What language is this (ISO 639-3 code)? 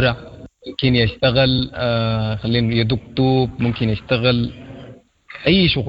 apd